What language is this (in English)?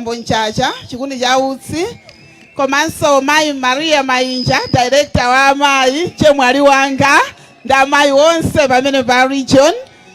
Nyanja